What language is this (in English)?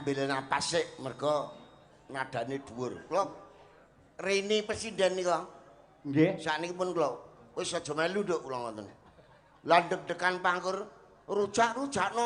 Javanese